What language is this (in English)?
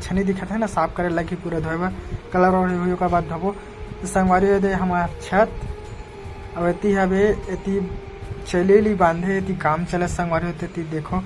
Chhattisgarhi